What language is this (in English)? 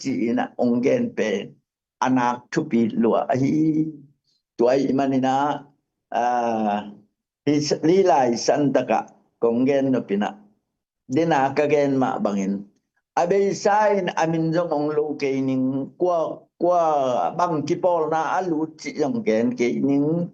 Tedim Chin